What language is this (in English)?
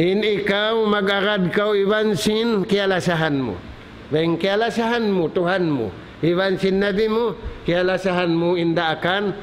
Tausug